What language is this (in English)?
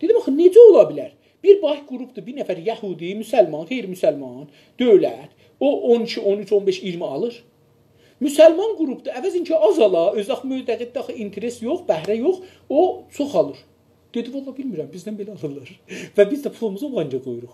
South Azerbaijani